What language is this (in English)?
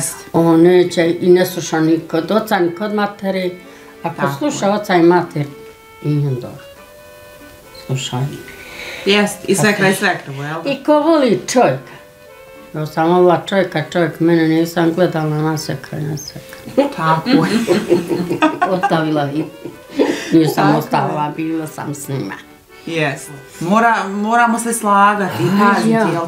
Bosnian